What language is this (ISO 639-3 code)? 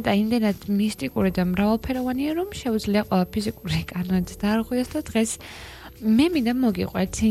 kat